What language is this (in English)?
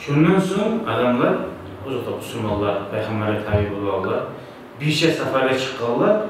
Kumyk